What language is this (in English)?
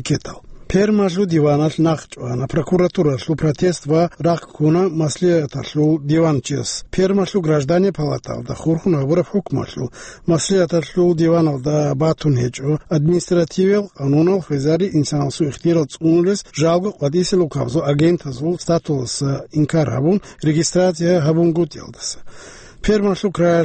Avaric